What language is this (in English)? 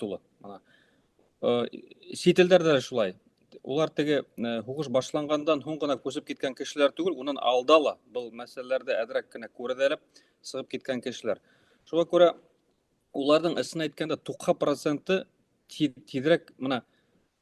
Bashkir